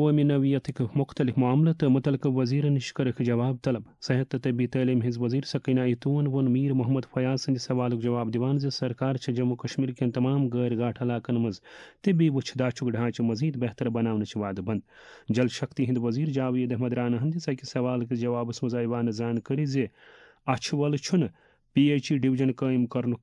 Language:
Kashmiri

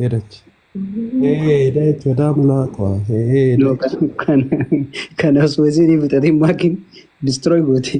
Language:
Oromo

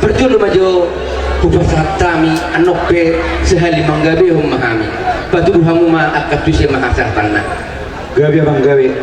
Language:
Batak Toba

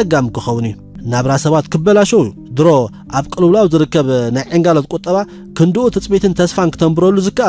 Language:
Tigrinya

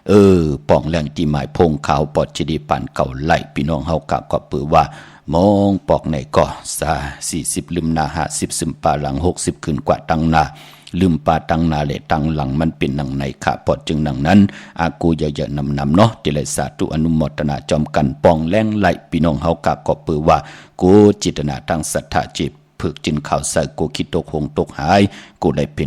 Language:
Shan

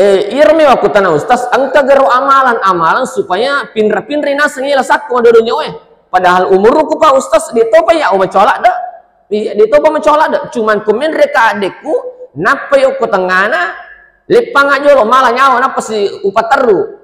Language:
Buginese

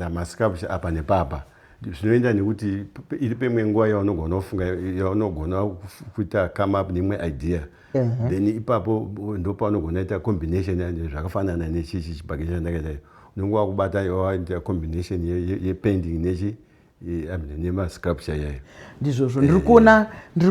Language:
Shona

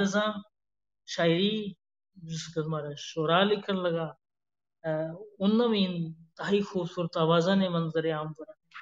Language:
Gujari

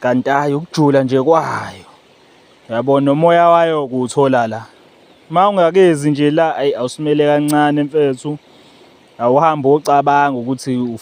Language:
Zulu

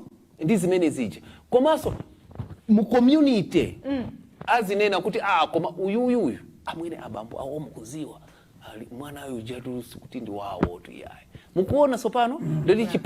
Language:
Nyanja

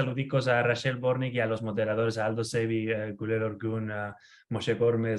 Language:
Ladino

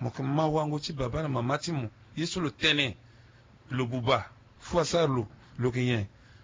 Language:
Sango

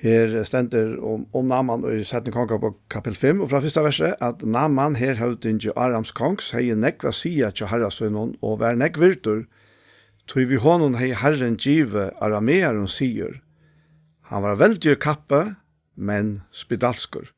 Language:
Faroese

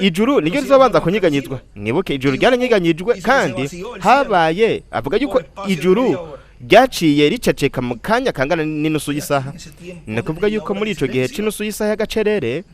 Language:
Rundi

